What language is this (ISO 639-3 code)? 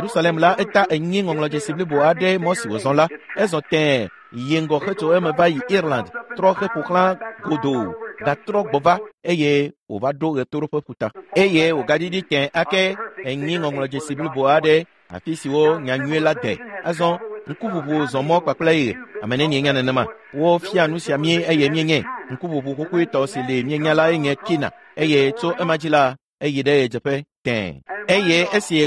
ewe